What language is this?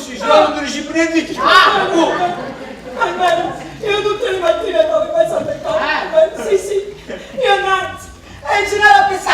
Neapolitan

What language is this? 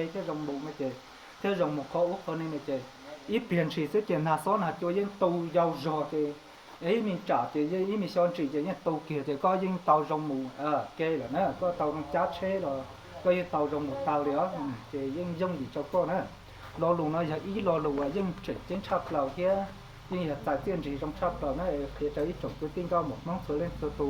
Hmong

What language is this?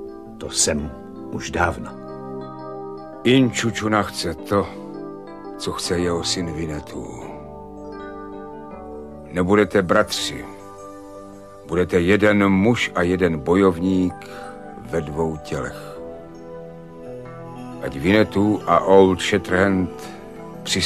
Czech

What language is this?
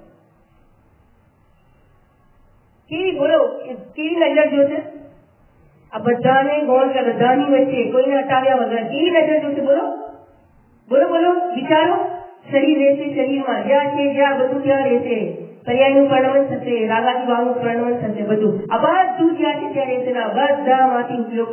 Gujarati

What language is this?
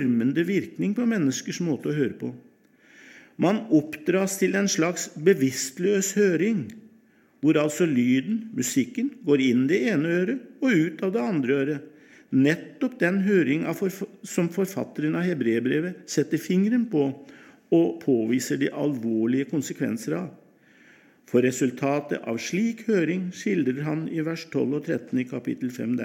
Norwegian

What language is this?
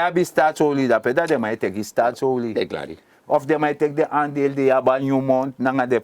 Sranan Tongo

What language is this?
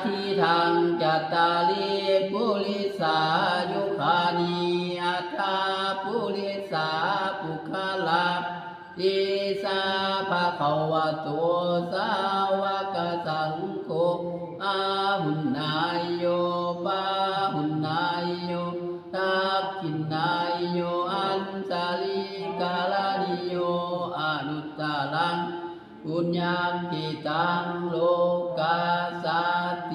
Pali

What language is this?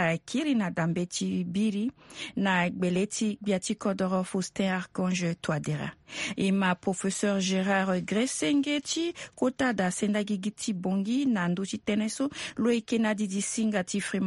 Sango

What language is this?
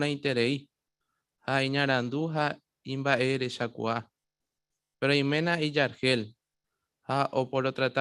Guarani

